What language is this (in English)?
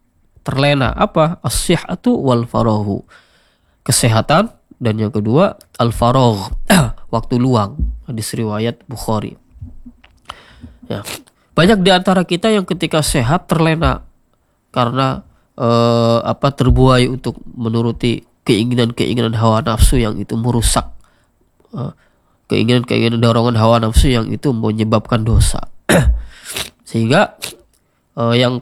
Indonesian